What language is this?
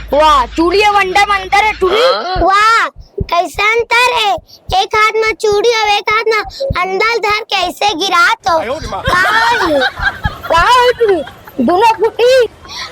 Chhattisgarhi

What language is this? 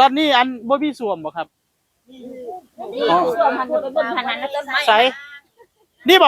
Northeastern Thai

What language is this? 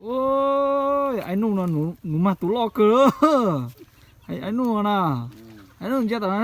Hmong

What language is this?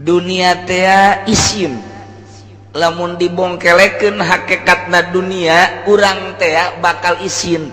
Sundanese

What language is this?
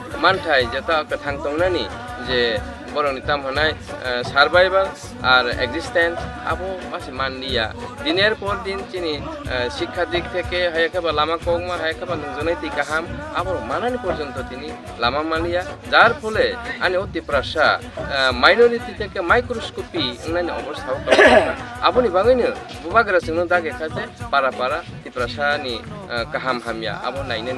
Kok Borok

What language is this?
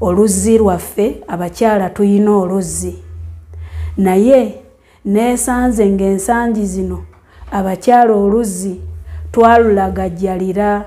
Ganda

